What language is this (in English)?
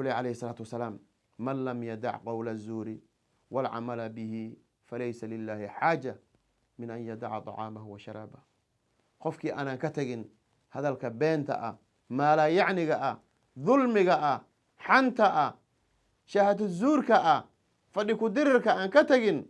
Somali